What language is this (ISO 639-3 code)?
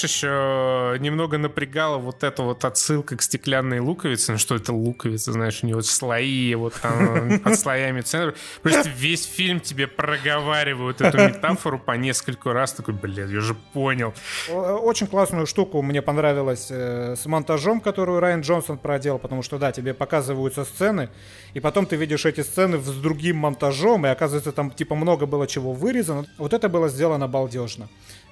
rus